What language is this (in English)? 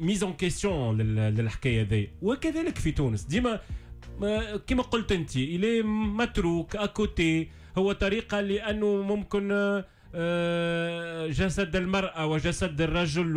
Tunisian Arabic